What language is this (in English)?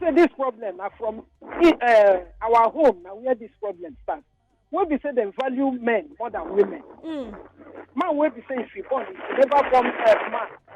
Nigerian Pidgin